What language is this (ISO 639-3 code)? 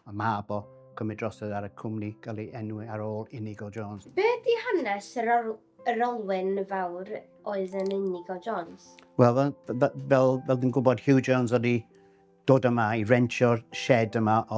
cym